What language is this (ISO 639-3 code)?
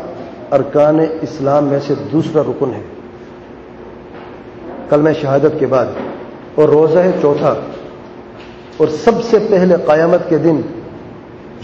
urd